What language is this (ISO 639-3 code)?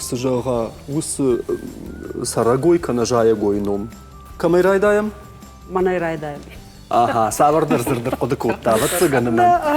oss